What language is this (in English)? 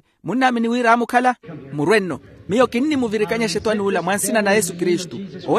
Makhuwa